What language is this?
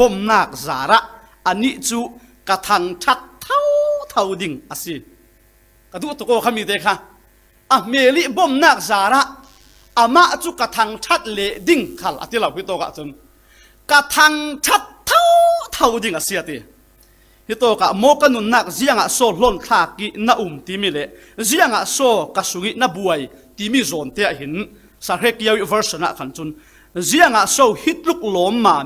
Falam Chin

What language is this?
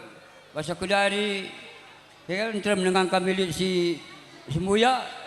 Batak Karo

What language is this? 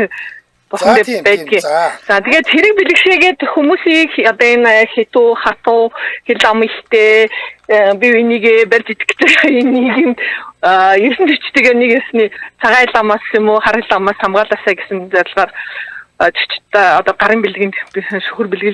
Mongolian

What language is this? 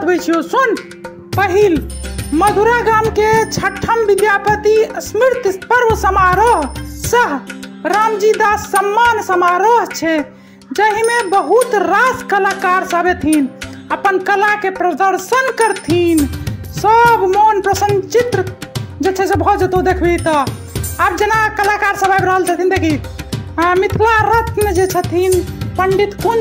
Maithili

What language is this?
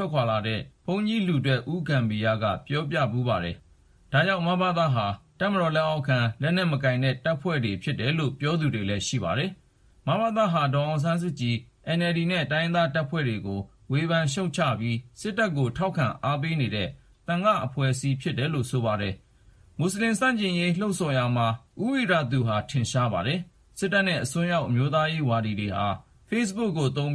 Burmese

